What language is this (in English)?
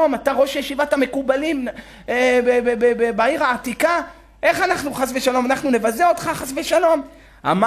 Hebrew